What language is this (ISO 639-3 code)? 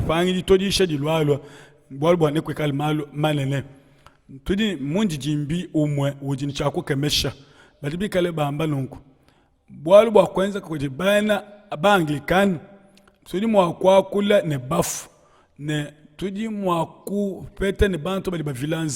lua